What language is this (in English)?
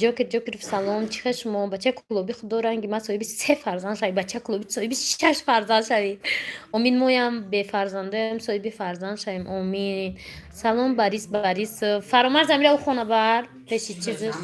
Tajik